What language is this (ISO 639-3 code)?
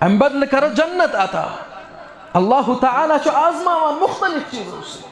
kas